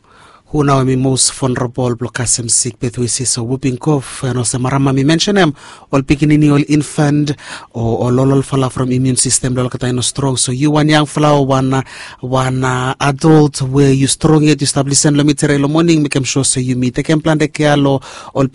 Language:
Bislama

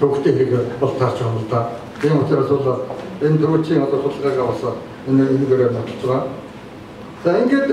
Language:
Mongolian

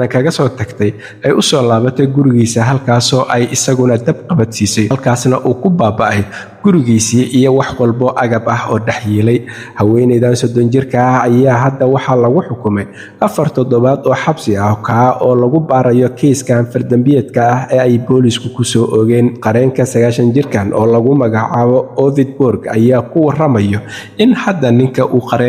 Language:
Somali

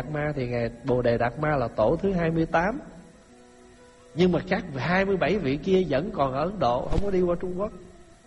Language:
Vietnamese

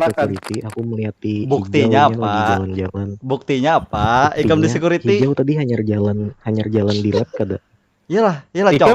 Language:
Banjar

